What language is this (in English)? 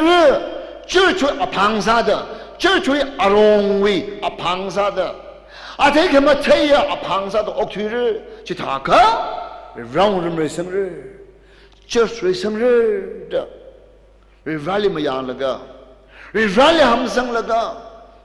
Tangkhul Naga (India)